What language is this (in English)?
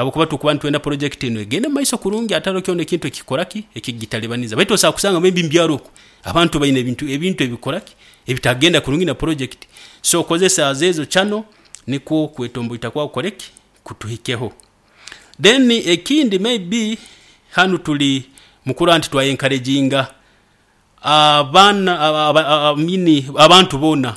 Nyoro